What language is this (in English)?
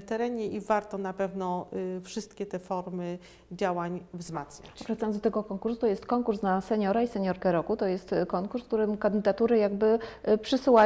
Polish